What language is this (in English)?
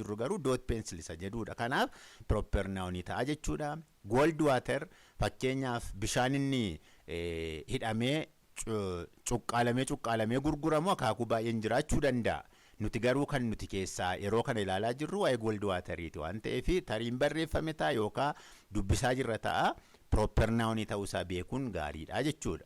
Oromo